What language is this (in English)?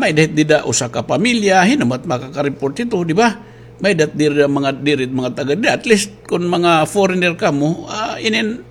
Waray